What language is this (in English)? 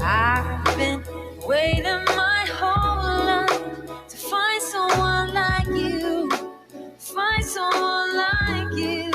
Māori